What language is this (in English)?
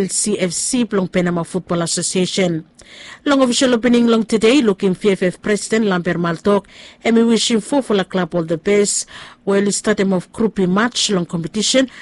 Bislama